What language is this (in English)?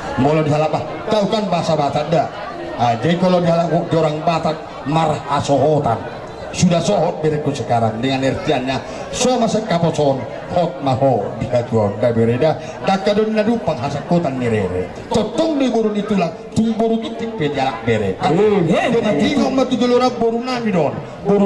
Batak Toba